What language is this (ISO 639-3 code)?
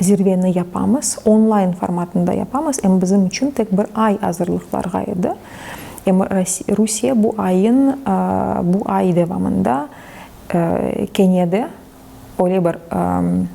crh